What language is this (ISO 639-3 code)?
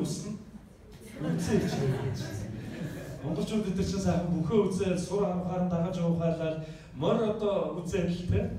mon